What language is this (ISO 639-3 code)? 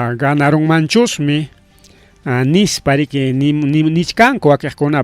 quy